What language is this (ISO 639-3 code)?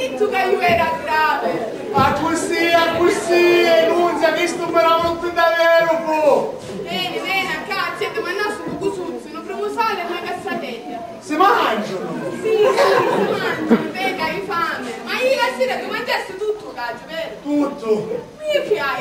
scn